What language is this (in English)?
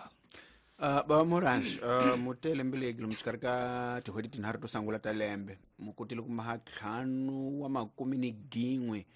Tsonga